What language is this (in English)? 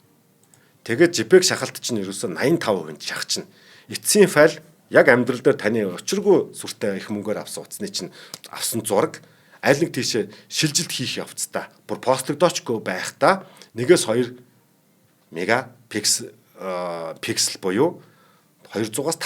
Mongolian